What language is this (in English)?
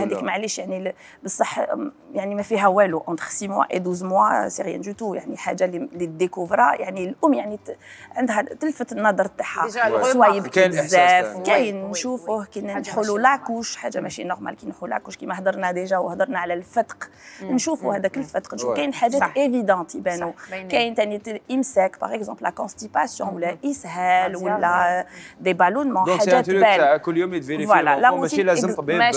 Algerian Arabic